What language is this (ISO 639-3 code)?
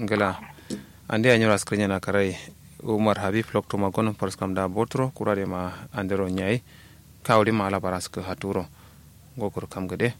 kau